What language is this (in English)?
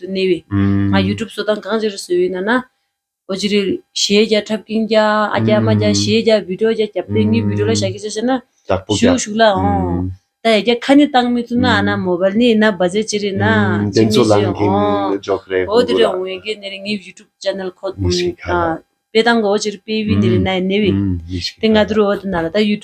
Tibetan